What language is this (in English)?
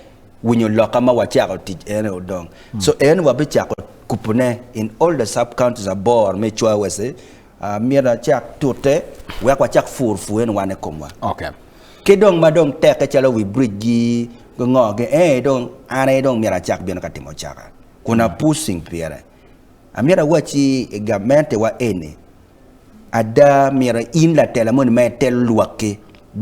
Acoli